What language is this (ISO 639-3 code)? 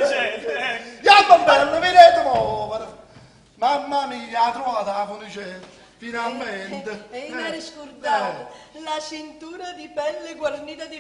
nap